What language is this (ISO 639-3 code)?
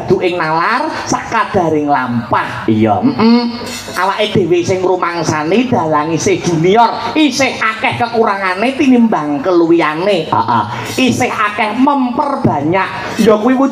jav